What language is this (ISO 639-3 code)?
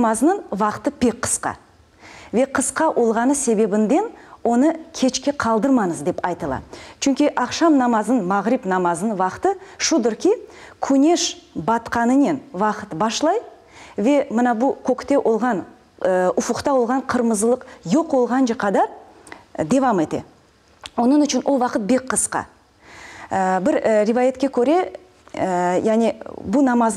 crh